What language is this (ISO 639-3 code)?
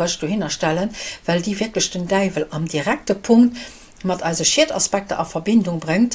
ltz